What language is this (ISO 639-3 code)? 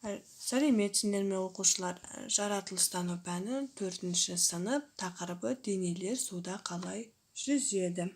kaz